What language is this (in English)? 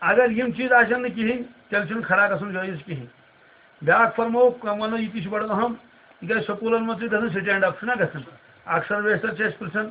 Kashmiri